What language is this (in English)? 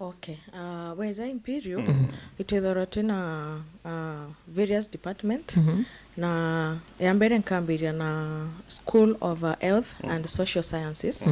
Meru